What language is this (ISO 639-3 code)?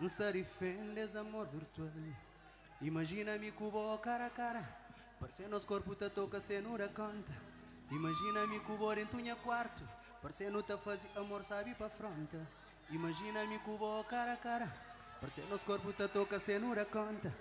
kea